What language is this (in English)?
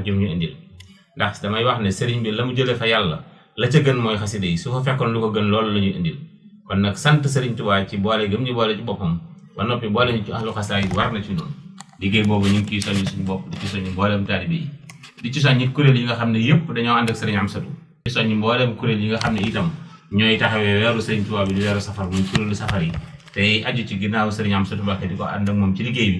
Wolof